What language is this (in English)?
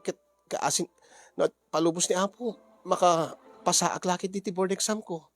Iloko